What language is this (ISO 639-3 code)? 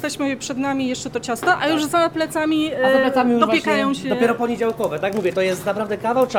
pol